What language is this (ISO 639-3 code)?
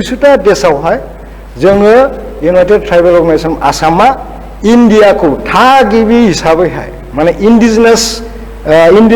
brx